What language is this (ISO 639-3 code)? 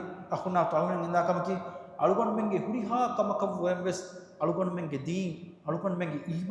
div